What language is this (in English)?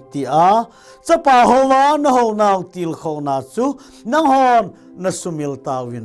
Thado Chin